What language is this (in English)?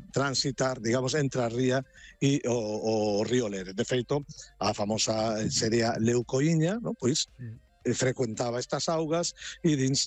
Galician